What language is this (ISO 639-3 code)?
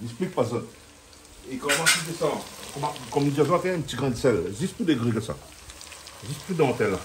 rcf